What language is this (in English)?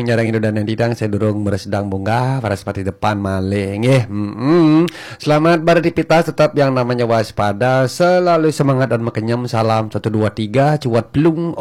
Balinese